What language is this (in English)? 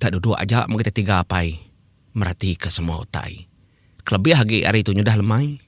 Iban